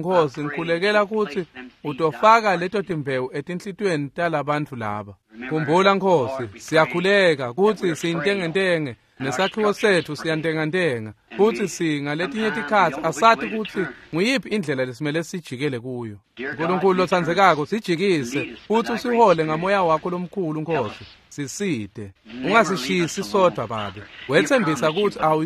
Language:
Swati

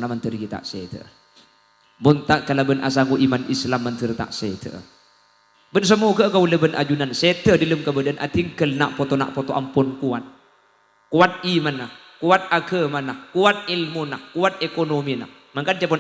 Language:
Madurese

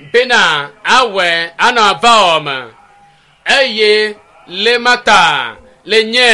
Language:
Ewe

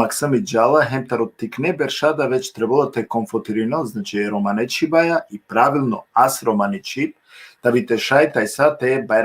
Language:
Balkan Romani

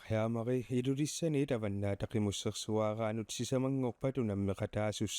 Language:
Kalaallisut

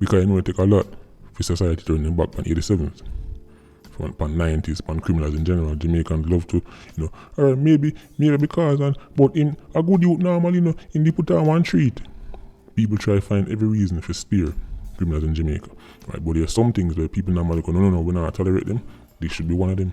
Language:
Jamaican Creole English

